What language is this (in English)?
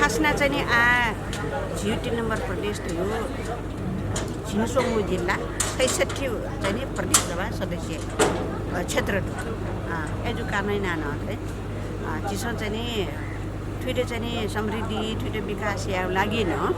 Newari